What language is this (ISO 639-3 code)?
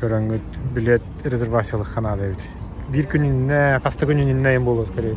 sah